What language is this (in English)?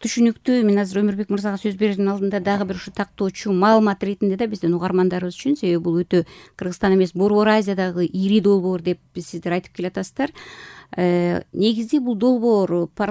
Kyrgyz